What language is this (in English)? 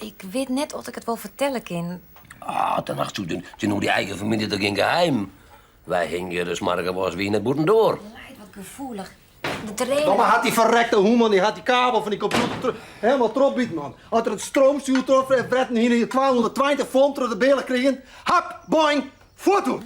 Western Frisian